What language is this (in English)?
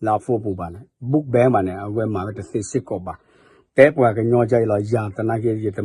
S'gaw Karen